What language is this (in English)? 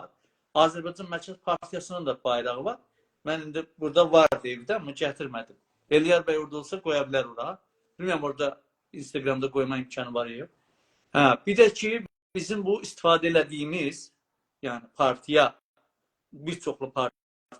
South Azerbaijani